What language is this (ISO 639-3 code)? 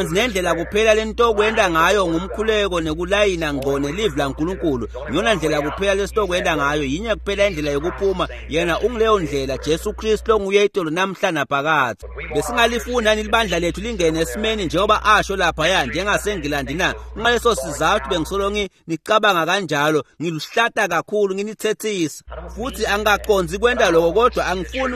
ssw